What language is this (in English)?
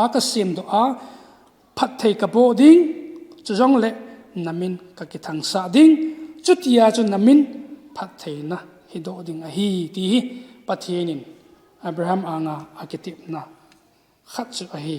Thado Chin